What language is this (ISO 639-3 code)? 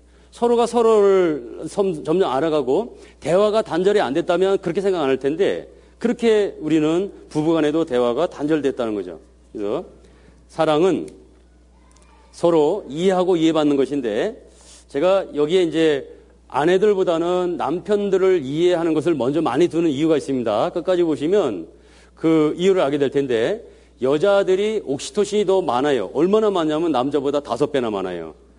kor